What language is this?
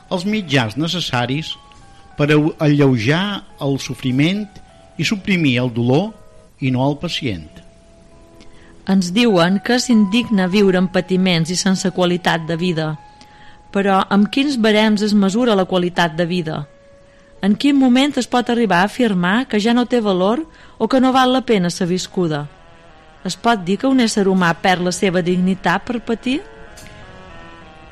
Catalan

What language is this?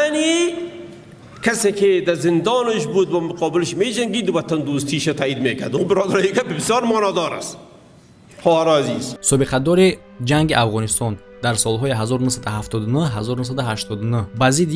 Tajik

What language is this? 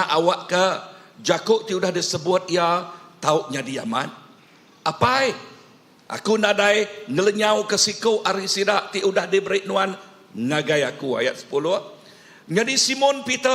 Iban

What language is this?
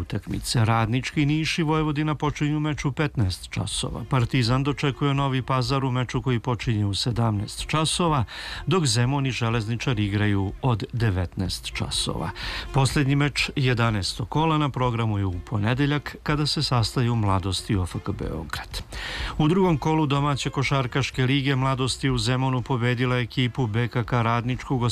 Serbian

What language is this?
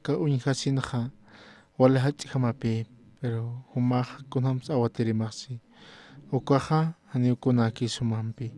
Aymara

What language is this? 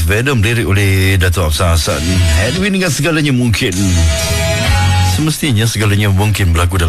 Malay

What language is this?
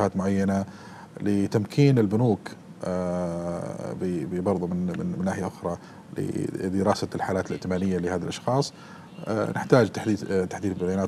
Arabic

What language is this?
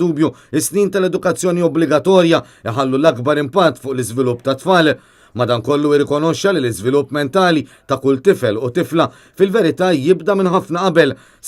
Maltese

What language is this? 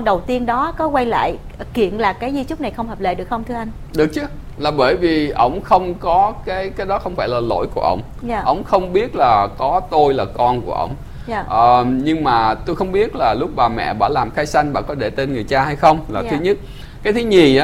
Vietnamese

